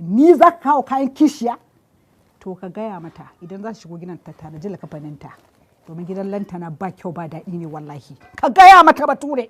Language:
Hausa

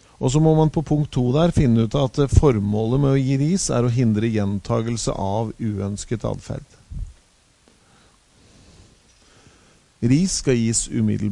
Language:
Norwegian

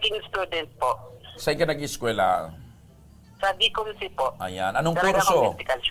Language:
Bikol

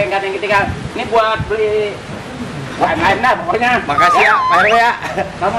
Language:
Betawi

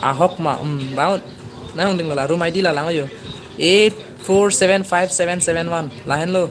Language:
Karbi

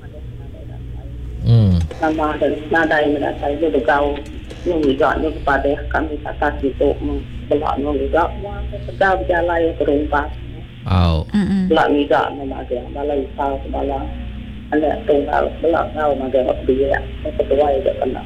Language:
Malay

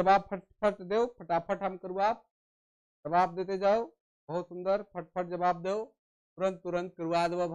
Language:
Sadri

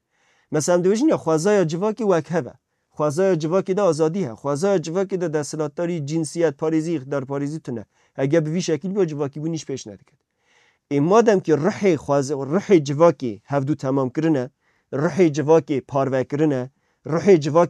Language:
Kurdish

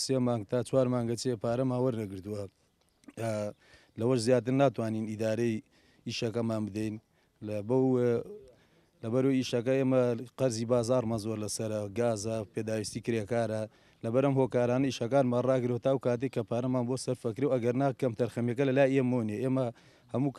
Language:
Central Kurdish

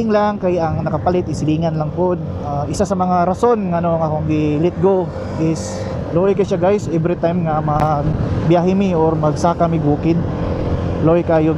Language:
Cebuano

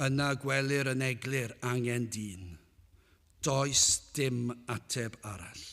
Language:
Welsh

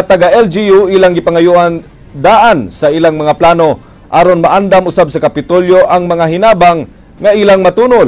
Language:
Cebuano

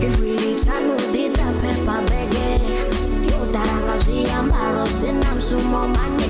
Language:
Venda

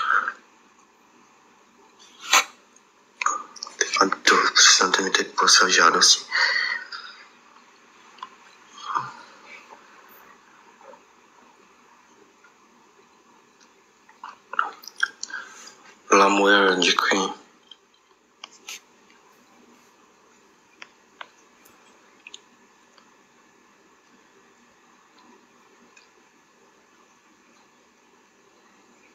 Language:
Czech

